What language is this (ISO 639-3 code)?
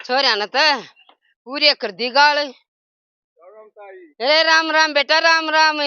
bgc